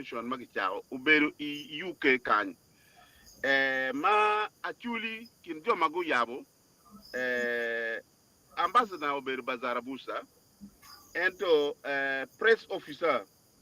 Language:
Acoli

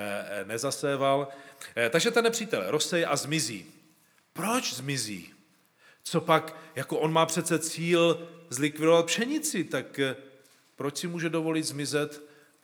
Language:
Czech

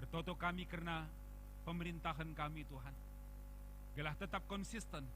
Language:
Batak Karo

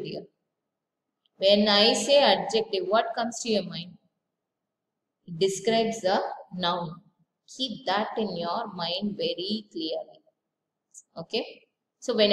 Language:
English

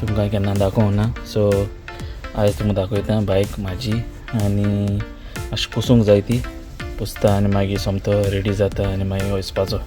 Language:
Konkani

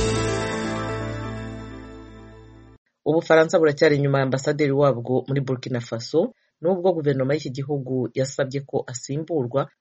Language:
Kinyarwanda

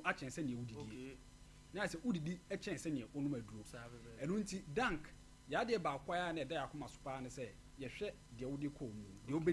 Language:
Akan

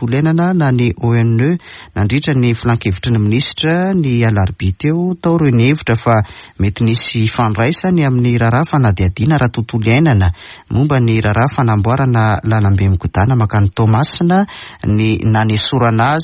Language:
Malagasy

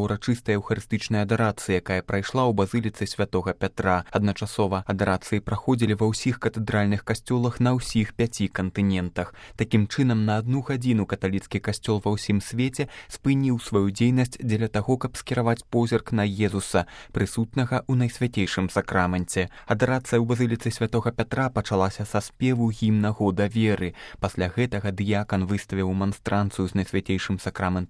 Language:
Belarusian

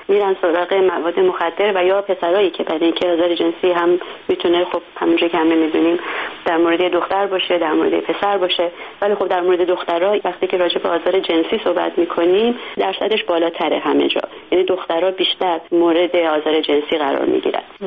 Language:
Persian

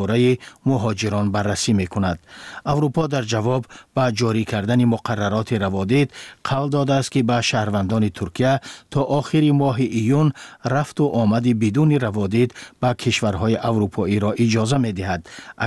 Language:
Persian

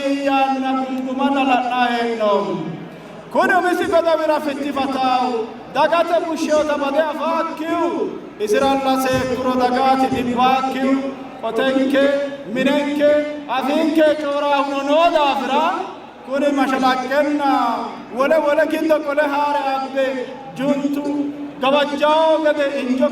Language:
Sidamo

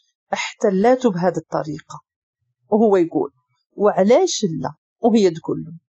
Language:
Moroccan Arabic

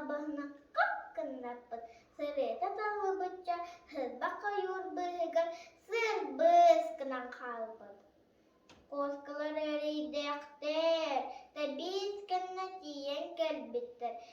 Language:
Yakut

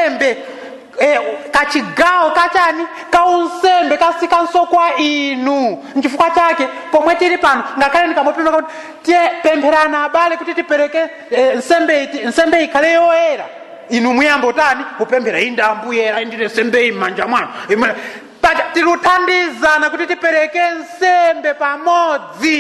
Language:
Nyanja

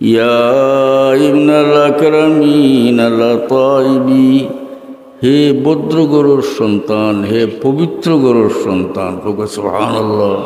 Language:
Sylheti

